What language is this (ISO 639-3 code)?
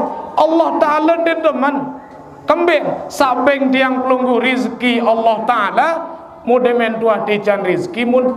sas